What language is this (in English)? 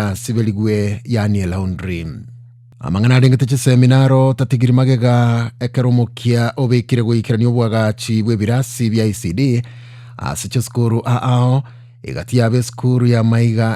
Gusii